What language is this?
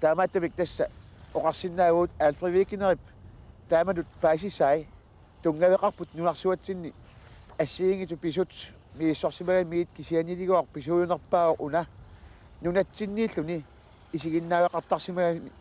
Kalaallisut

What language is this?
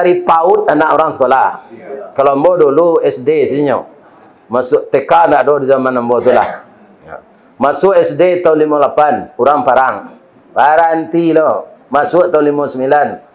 Minangkabau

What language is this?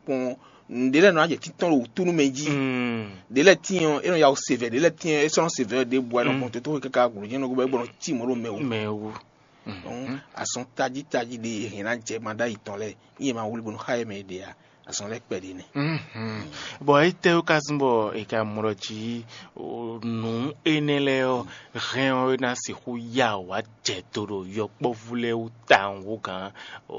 Fon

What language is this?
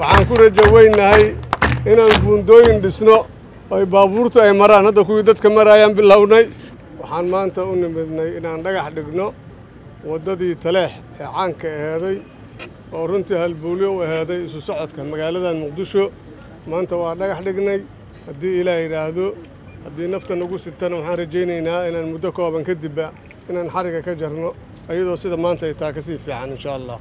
Somali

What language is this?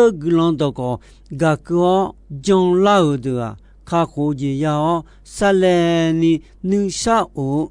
Akha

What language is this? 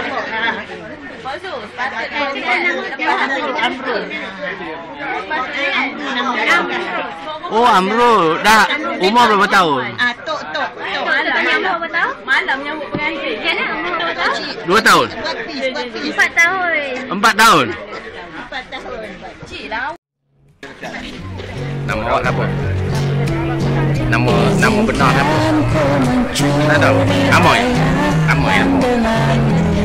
Malay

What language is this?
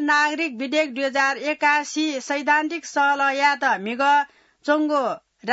Newari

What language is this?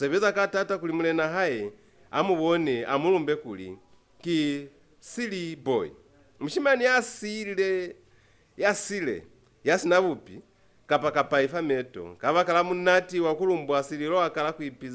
Lozi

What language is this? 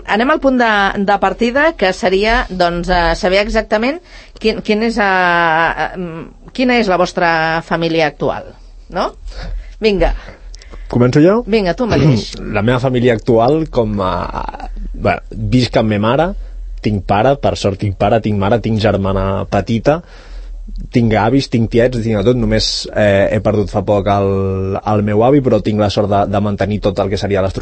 Catalan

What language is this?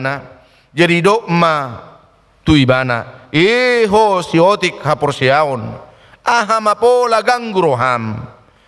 Batak Toba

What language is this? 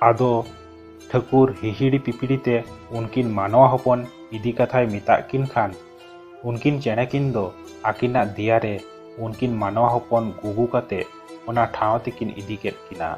Santali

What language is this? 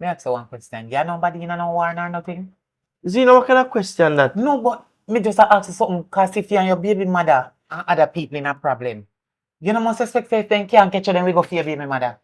Jamaican Creole English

